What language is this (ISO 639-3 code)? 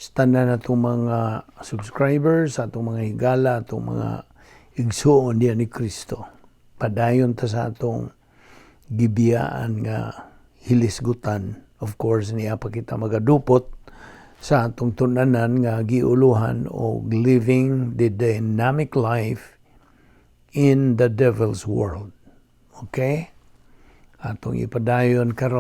ceb